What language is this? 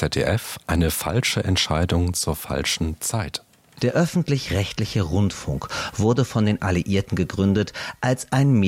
German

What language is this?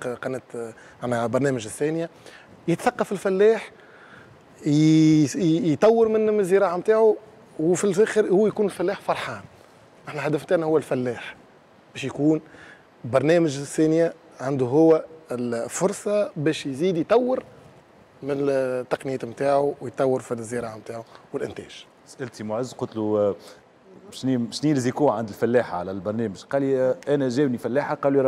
Tunisian Arabic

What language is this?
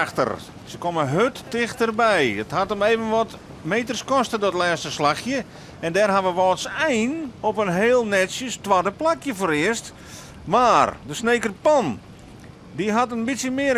Western Frisian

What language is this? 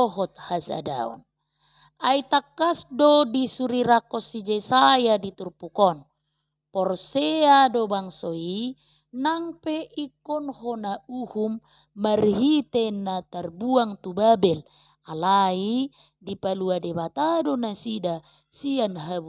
Batak Toba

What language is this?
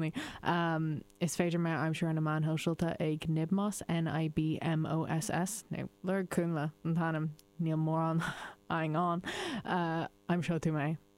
Irish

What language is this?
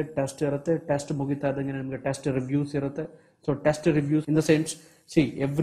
Kannada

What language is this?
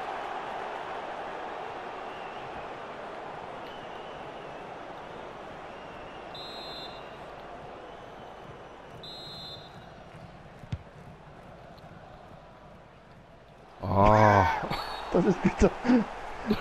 German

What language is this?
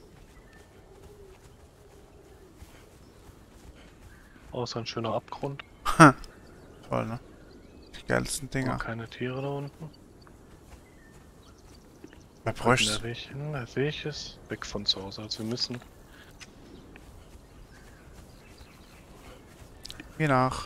German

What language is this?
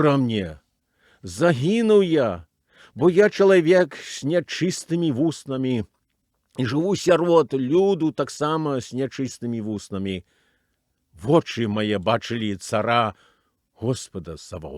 Belarusian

